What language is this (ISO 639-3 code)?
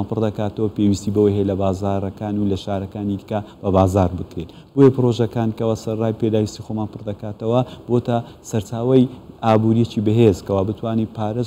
ckb